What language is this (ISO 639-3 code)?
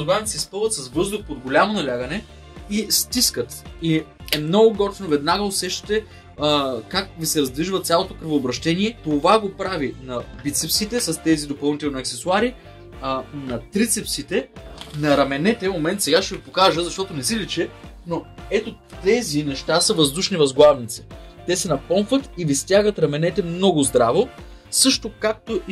bul